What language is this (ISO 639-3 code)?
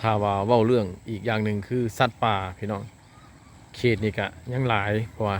lao